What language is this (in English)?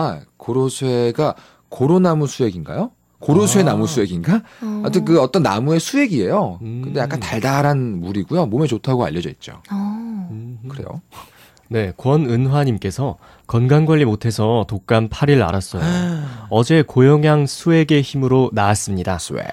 Korean